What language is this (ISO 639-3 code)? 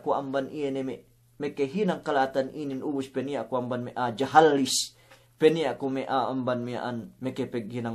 yka